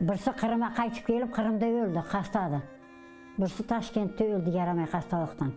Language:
Crimean Tatar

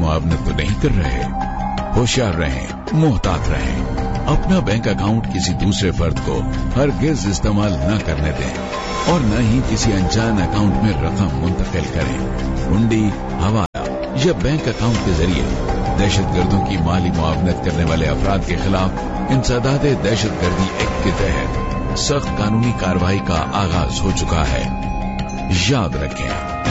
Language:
Urdu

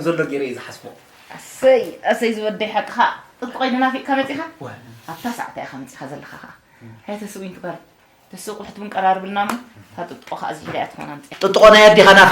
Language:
Tigrinya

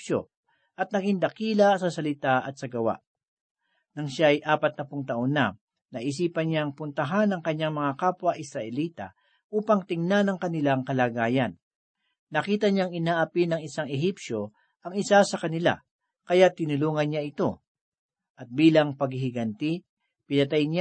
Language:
Filipino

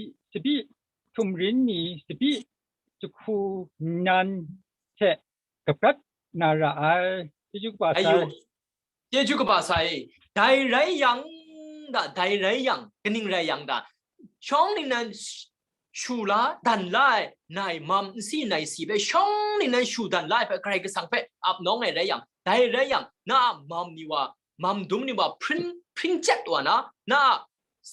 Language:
Kachin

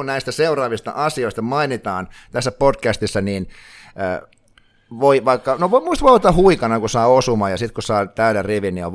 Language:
Finnish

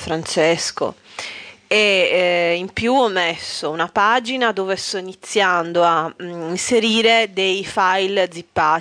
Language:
Italian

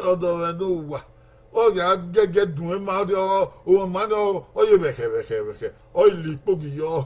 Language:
Bini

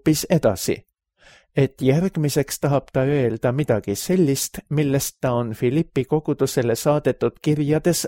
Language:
Estonian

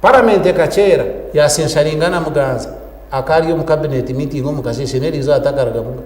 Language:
Nyankole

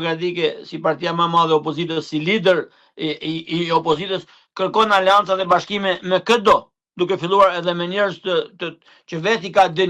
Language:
Albanian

